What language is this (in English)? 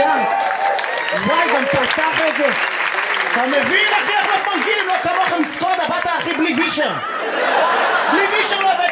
Hebrew